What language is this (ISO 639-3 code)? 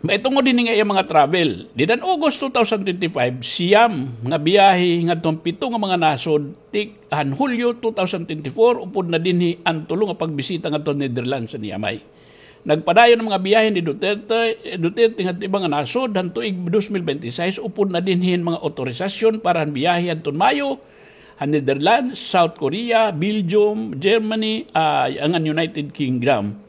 war